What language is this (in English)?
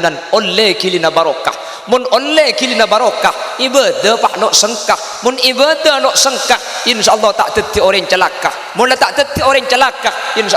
Madurese